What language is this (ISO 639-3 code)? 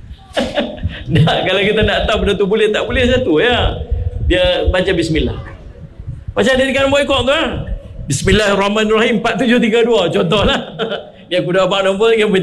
msa